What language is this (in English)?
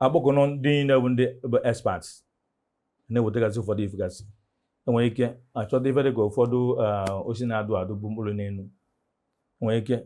Igbo